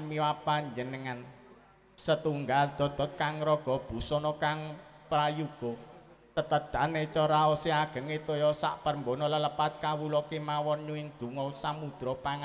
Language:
Javanese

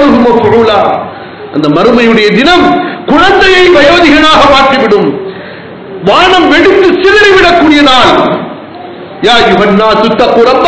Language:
Tamil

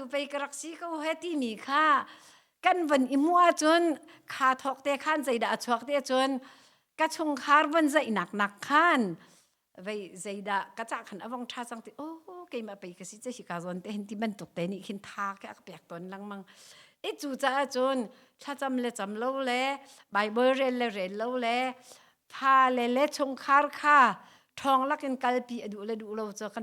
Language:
Hakha Chin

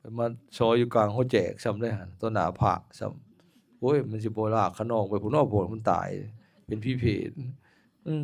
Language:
Lao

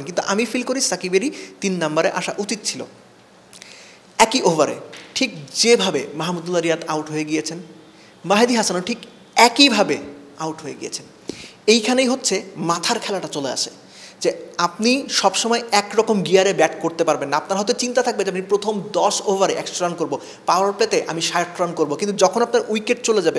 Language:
Bangla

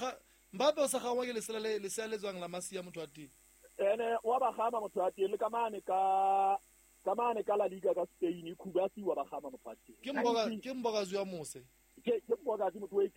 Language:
Southern Sotho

